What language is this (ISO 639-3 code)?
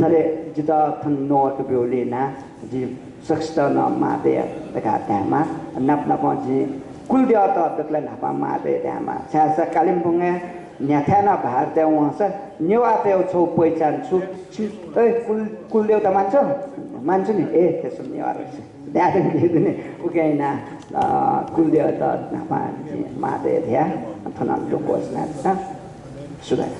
new